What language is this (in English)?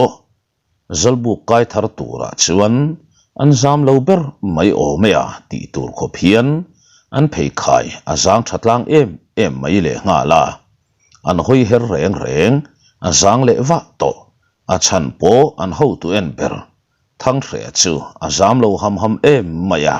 Mizo